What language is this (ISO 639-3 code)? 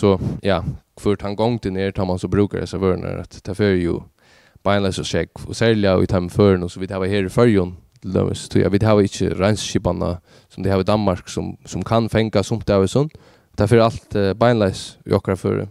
fao